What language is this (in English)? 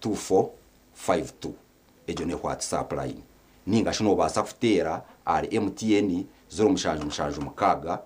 Nyankole